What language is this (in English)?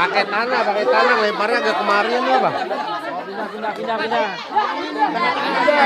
Betawi